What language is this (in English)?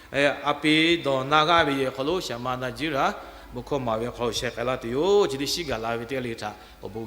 Lahu